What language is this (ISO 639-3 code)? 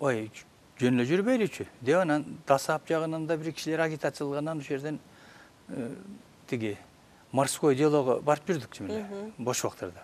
kir